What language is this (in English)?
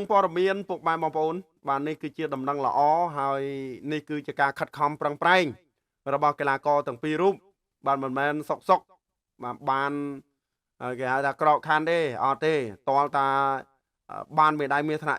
Khmer